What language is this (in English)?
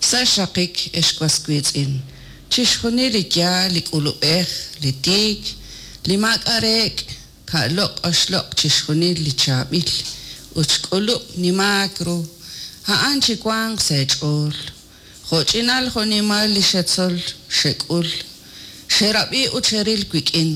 Kekchí